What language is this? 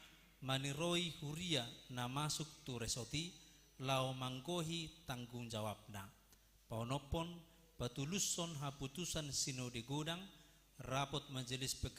Batak Toba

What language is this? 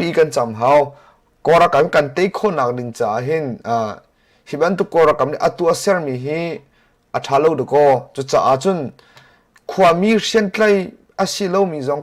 Hakha Chin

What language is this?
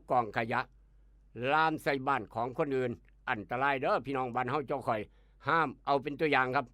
Northeastern Thai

